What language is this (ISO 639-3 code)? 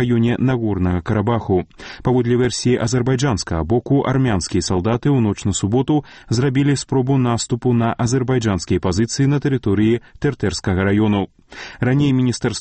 bel